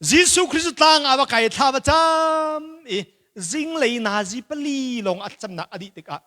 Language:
Hakha Chin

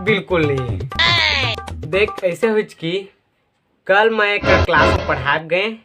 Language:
Chhattisgarhi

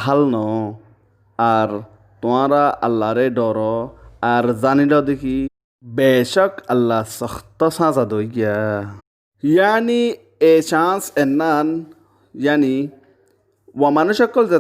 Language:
Rohingya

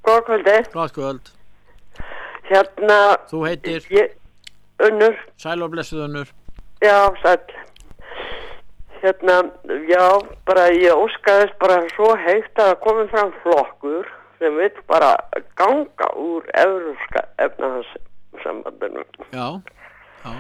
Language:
Icelandic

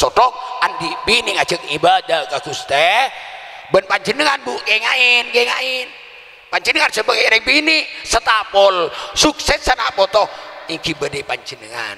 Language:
Madurese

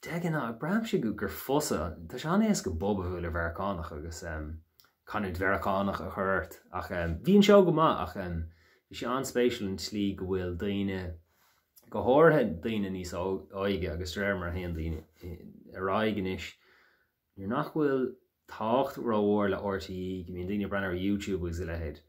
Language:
Irish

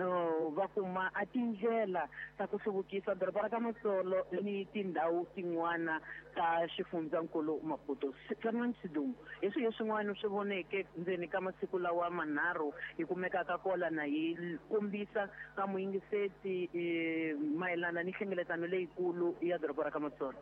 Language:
Tsonga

